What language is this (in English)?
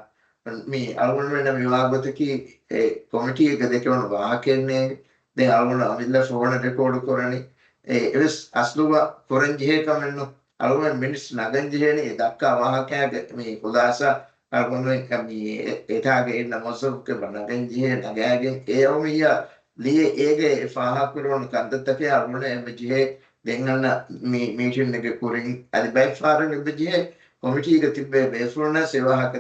Divehi